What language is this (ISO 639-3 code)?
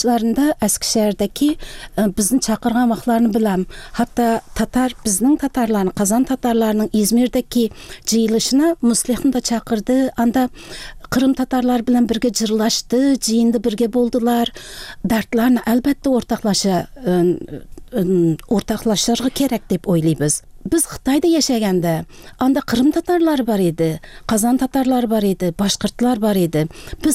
tat